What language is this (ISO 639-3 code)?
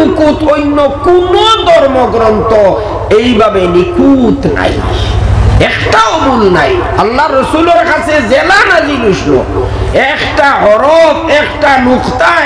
syl